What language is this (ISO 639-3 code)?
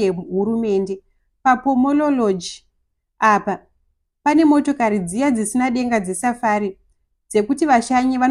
sna